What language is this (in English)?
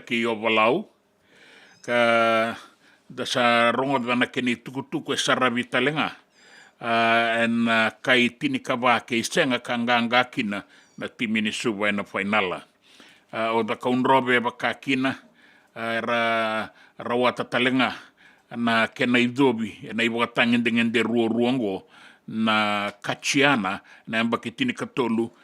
Fijian